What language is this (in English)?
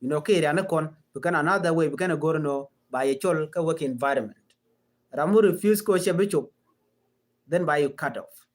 Nuer